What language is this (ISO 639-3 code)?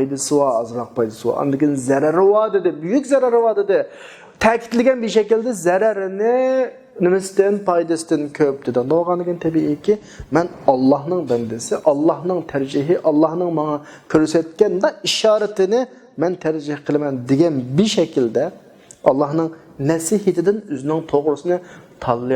uig